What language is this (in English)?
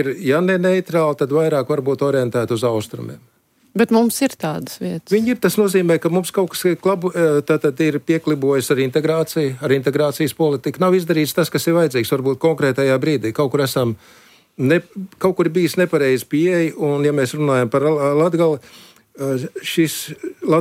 Latvian